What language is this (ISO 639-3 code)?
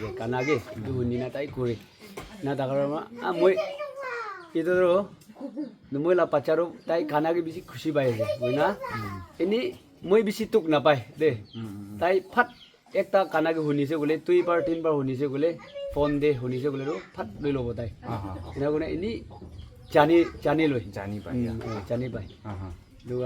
nag